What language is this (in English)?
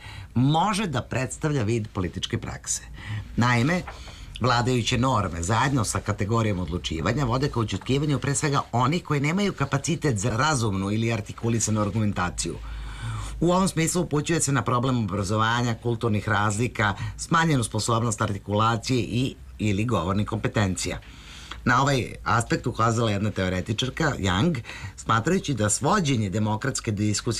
Serbian